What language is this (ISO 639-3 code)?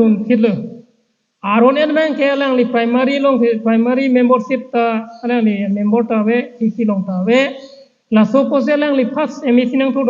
mjw